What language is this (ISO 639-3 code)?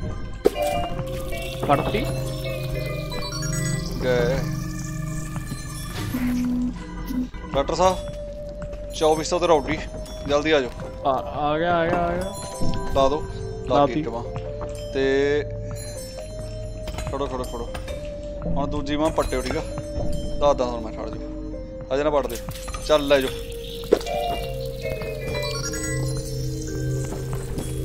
pan